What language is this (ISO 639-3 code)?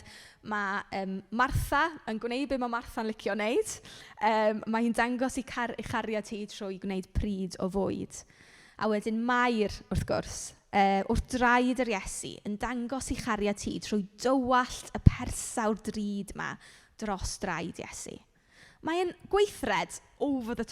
cym